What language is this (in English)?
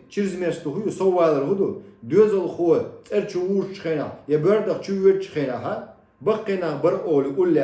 Chechen